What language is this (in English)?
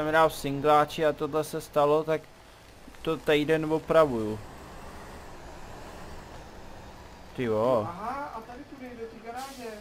Czech